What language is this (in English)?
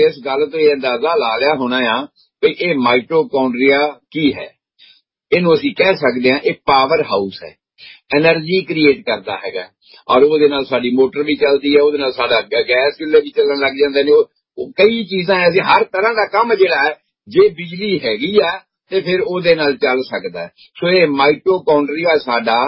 Punjabi